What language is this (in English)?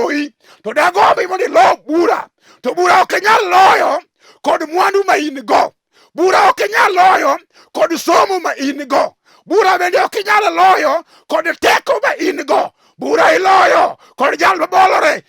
Luo (Kenya and Tanzania)